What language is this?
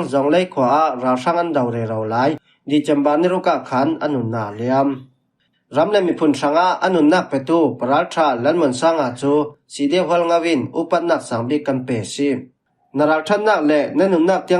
Falam Chin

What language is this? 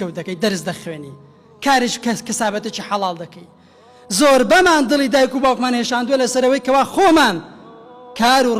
Central Kurdish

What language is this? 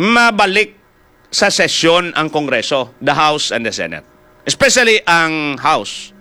Hiligaynon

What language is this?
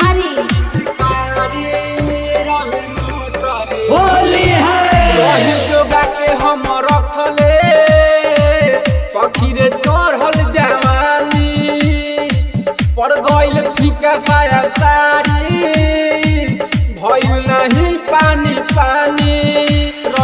Bhojpuri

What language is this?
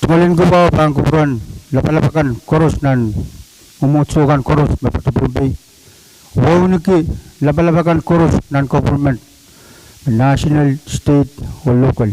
Pohnpeian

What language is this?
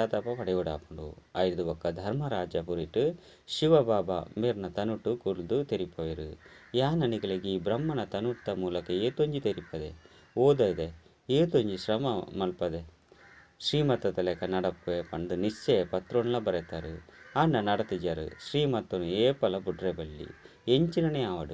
Tulu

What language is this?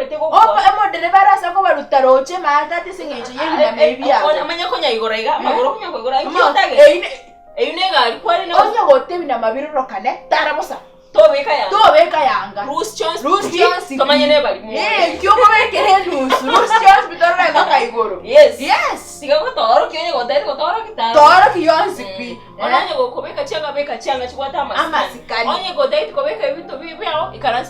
Gusii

